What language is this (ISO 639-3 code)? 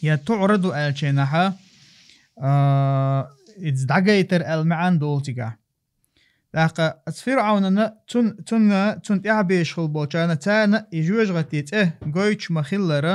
che